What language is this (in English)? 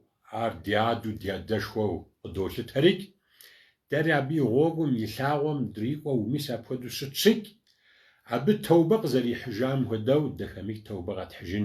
Kabardian